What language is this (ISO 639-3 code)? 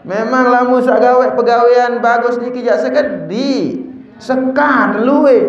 sas